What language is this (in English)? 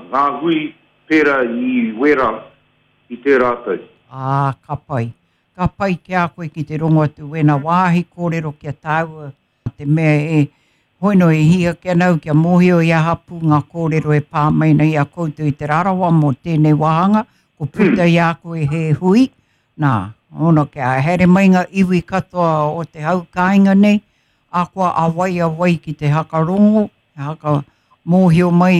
Māori